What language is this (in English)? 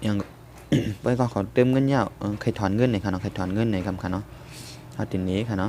Shan